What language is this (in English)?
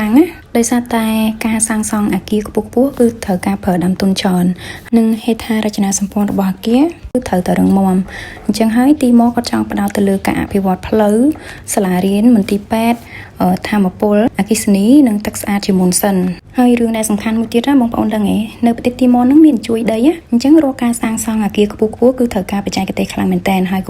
Khmer